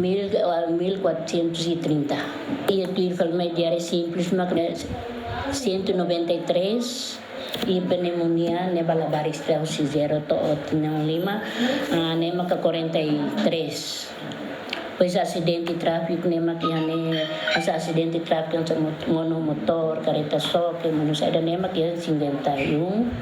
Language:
Tetum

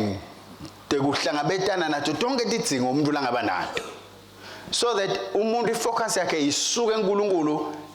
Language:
Swati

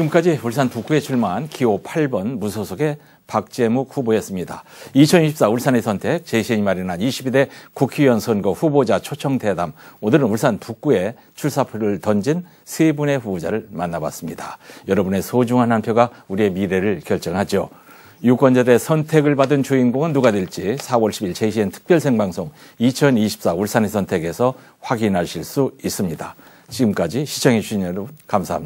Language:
Korean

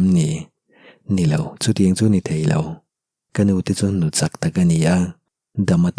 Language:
Mizo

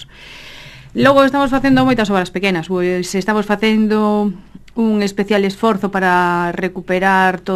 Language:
Galician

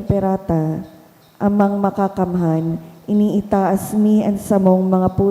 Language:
Bikol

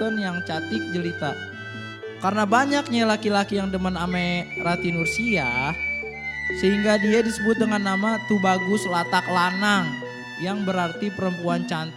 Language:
Betawi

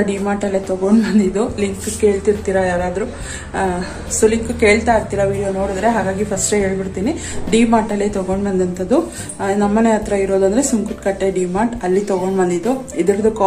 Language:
Kannada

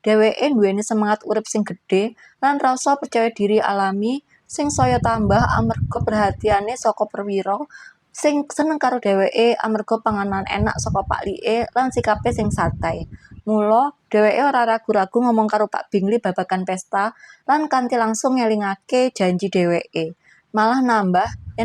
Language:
Javanese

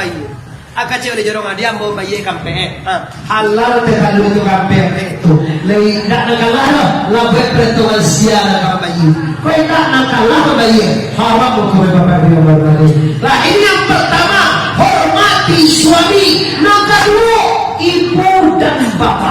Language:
Minangkabau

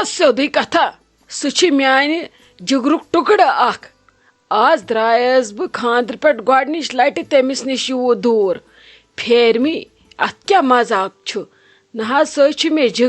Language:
Kashmiri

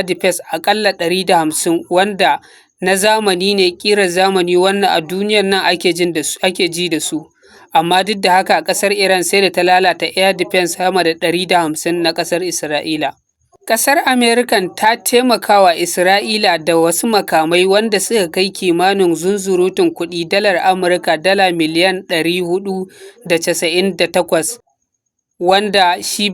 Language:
Hausa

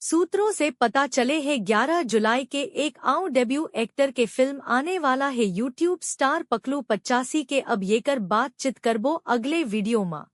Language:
Chhattisgarhi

